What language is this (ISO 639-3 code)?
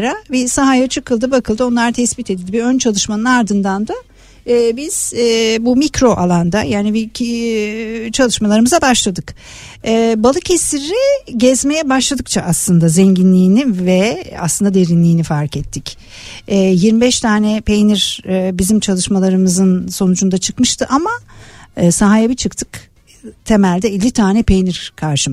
tur